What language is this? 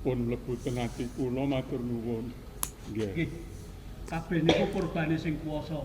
Javanese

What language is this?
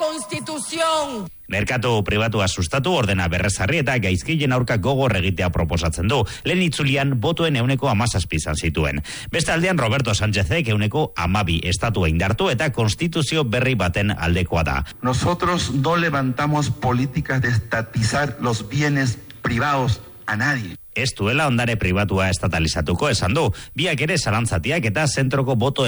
Basque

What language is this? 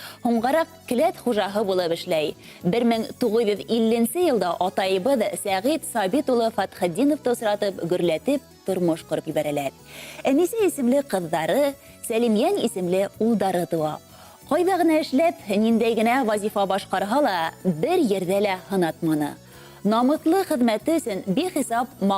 Bashkir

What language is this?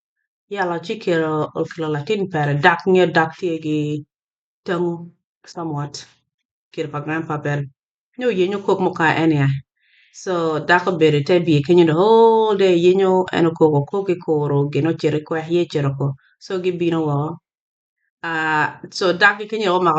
Acoli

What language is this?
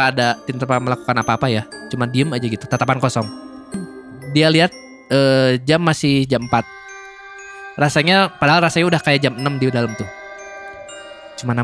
Indonesian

